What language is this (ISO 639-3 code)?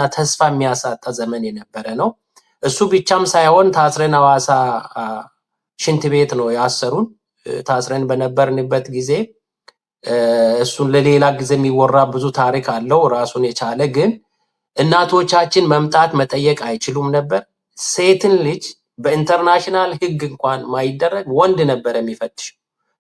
amh